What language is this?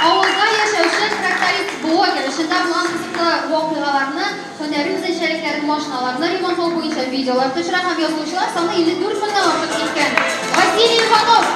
Tatar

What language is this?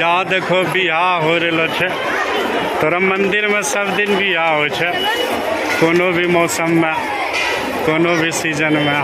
Angika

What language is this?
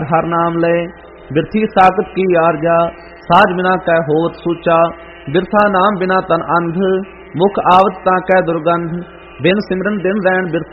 Punjabi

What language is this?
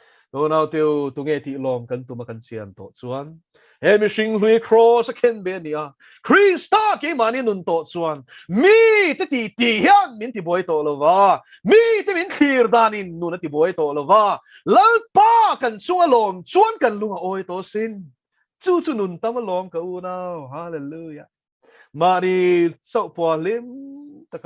Mizo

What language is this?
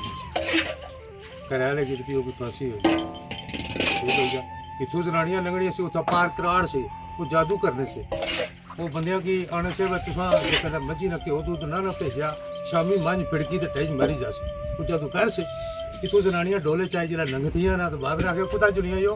Pahari-Potwari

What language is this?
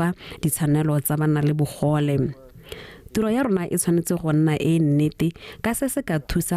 Tswana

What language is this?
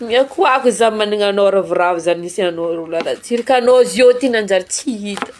Malagasy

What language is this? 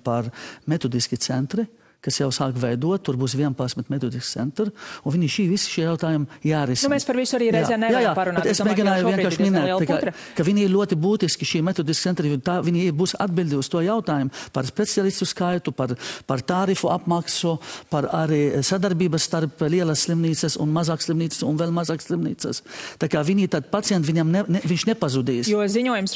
Latvian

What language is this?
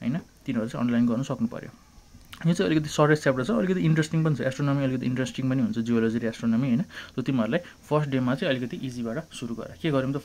Nepali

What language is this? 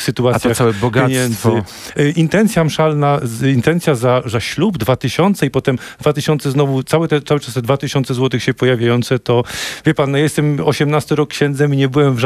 Polish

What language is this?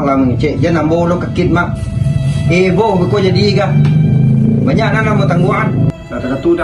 Minangkabau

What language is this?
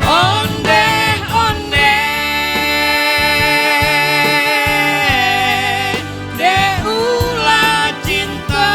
Minangkabau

